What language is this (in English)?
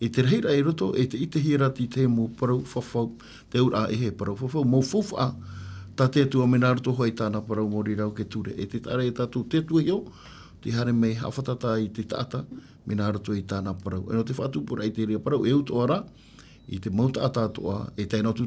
Tahitian